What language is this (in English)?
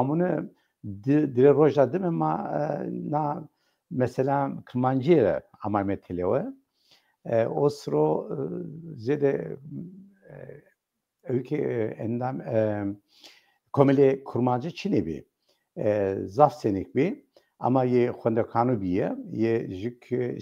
Zaza